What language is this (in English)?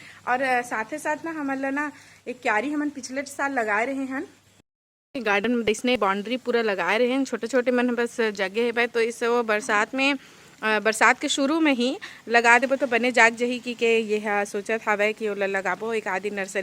Chhattisgarhi